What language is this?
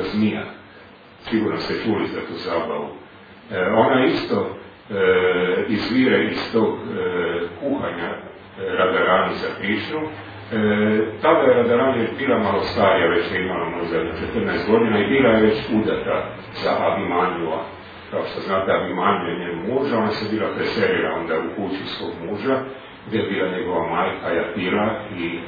Croatian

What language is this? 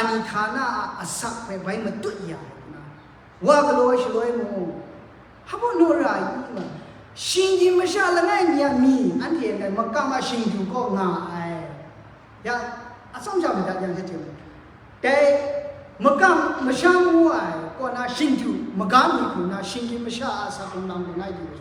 Kachin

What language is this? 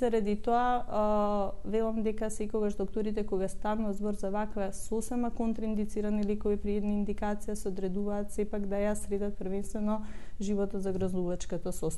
Macedonian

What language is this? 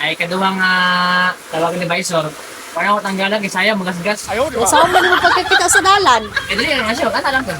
Cebuano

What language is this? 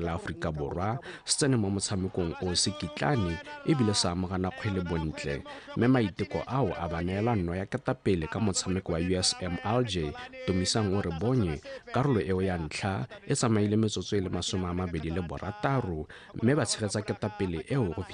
Tswana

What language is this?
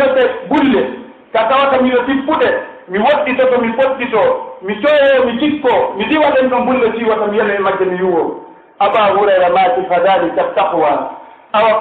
Pular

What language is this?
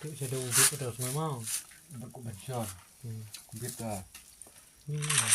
Khasi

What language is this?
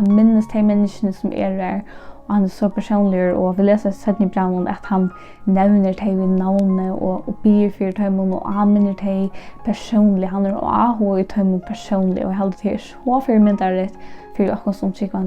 Faroese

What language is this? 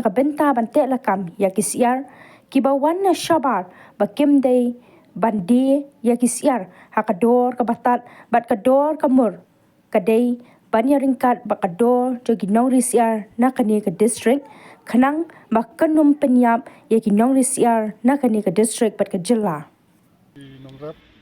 Khasi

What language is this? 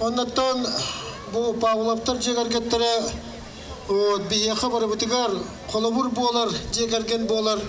Yakut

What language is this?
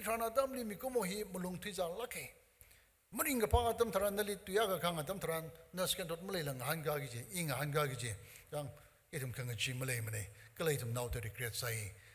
Tangkhul Naga (India)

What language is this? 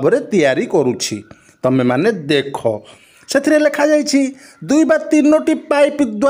Odia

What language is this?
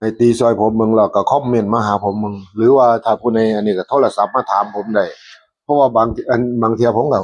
Northeastern Thai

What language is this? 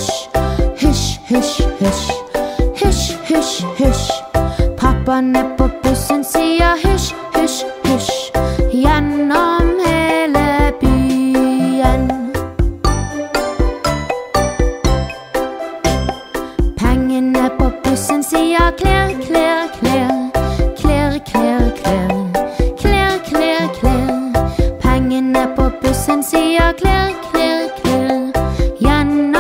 Norwegian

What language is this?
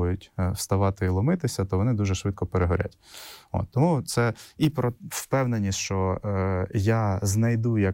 Ukrainian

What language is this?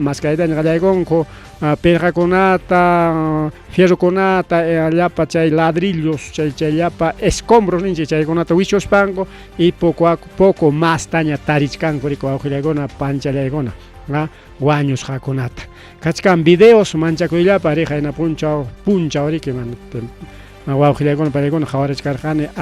Ayacucho Quechua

